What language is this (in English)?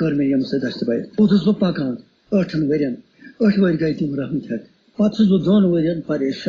Kashmiri